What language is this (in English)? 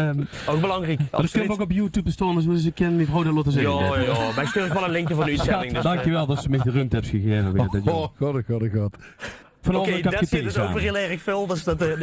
Limburgish